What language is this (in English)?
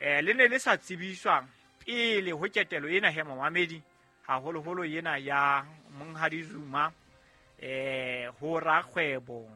Southern Sotho